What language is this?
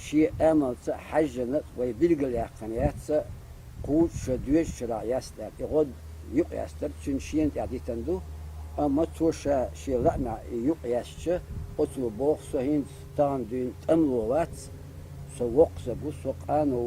Chechen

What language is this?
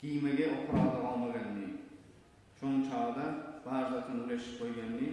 Kumyk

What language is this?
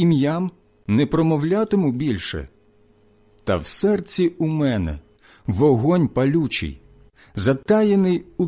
Ukrainian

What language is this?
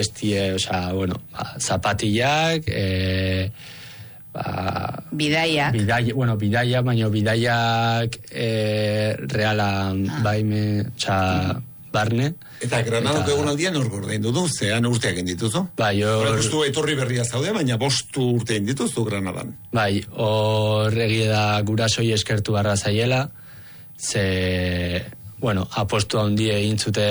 Basque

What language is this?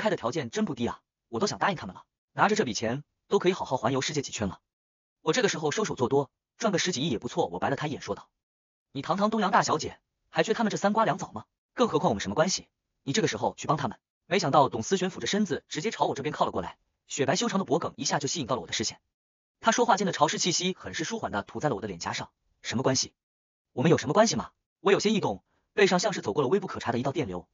Chinese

